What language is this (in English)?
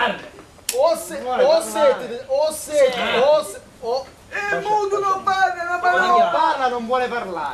Sicilian